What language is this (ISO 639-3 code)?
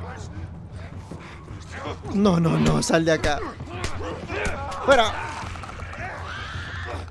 spa